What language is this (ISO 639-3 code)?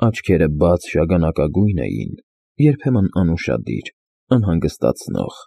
hye